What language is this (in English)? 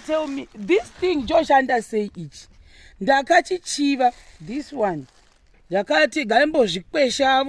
Shona